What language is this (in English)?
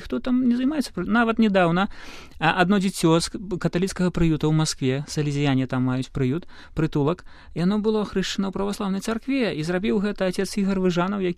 Belarusian